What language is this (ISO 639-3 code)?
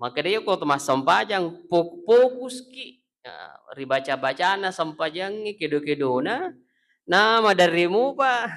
bug